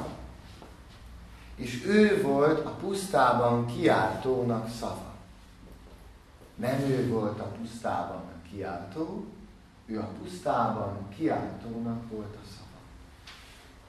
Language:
Hungarian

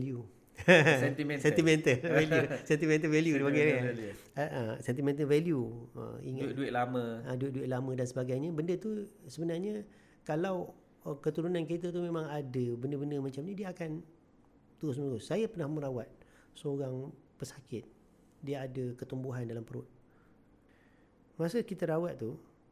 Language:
Malay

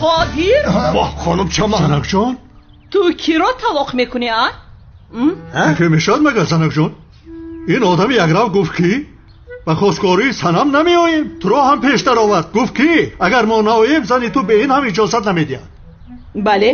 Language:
Tajik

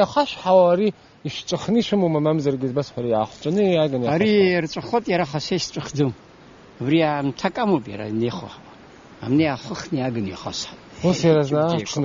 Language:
Abkhazian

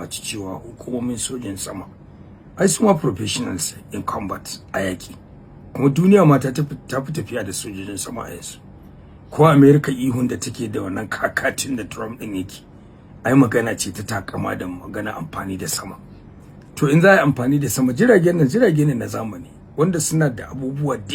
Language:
Hausa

